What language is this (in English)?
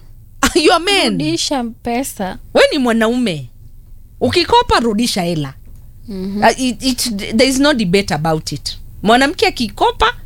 Swahili